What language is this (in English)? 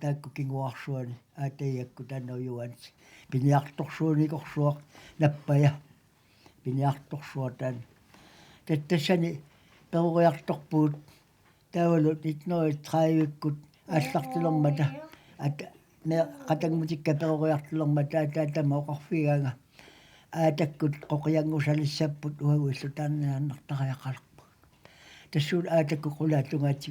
Kalaallisut